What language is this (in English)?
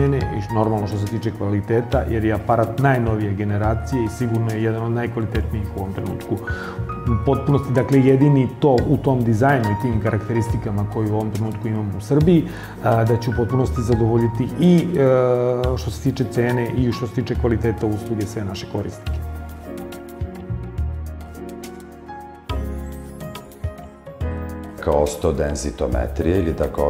Serbian